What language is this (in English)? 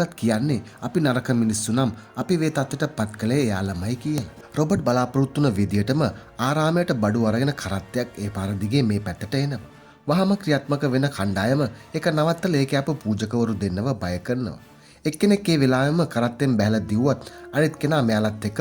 Sinhala